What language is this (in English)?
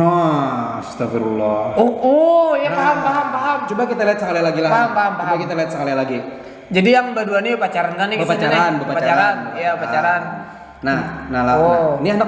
Banjar